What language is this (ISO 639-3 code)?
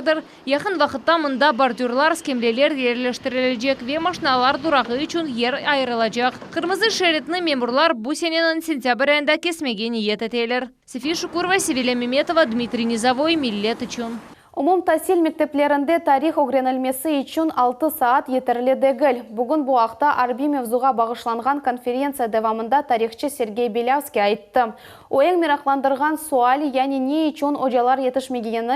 crh